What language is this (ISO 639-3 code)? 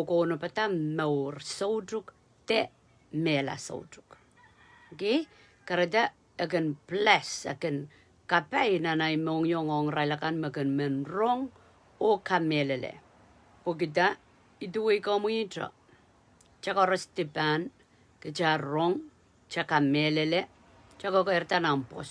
pon